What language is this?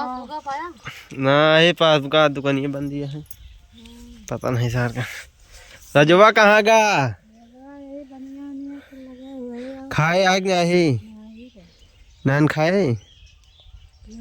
Awadhi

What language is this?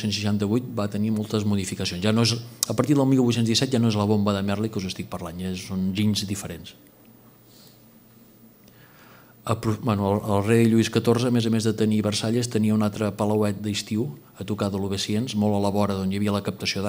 Catalan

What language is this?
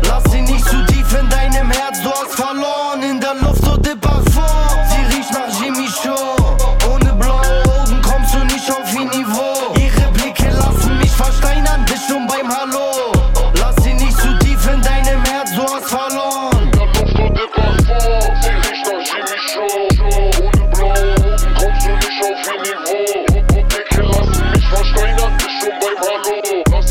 German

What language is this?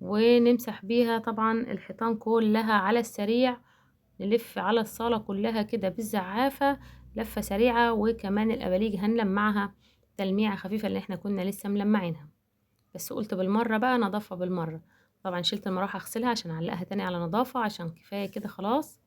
Egyptian Arabic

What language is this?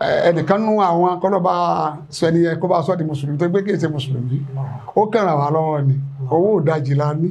Yoruba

